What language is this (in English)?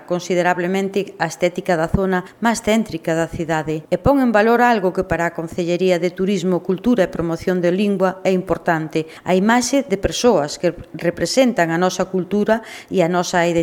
Galician